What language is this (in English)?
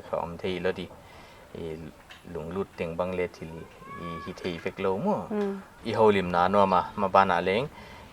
Paite Chin